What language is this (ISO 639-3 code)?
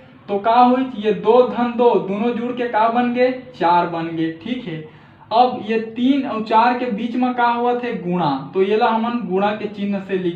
hne